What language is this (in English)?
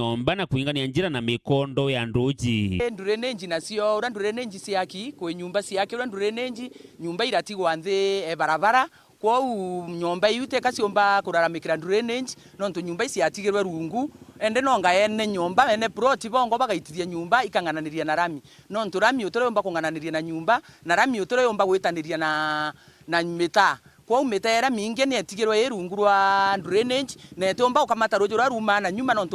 Meru